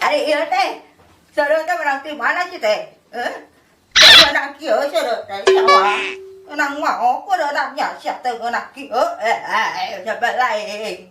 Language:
Sundanese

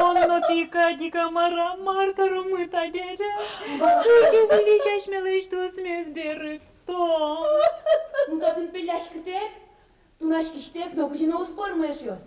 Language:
Udmurt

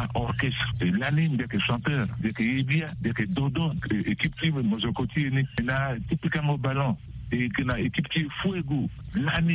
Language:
Sango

